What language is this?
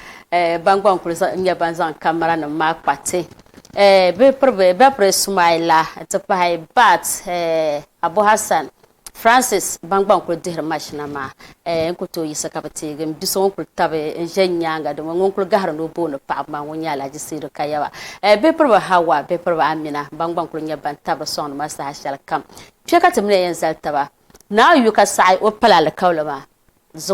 Dagbani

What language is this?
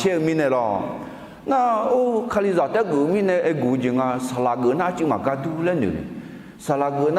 Akha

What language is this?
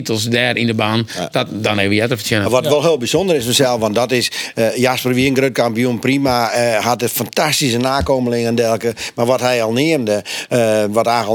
Western Frisian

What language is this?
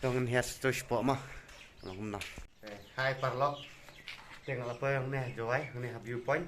Khasi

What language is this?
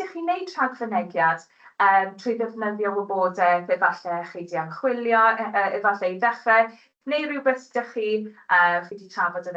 Welsh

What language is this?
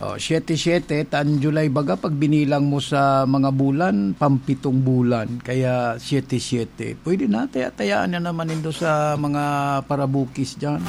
Bikol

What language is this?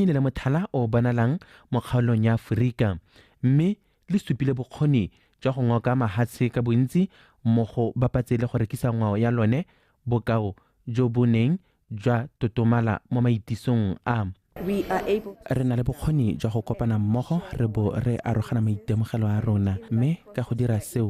Tswana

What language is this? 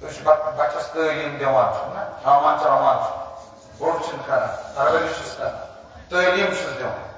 Kashmiri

